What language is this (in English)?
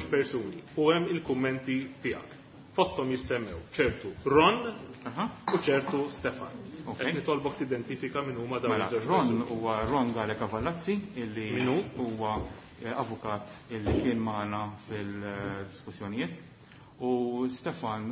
Maltese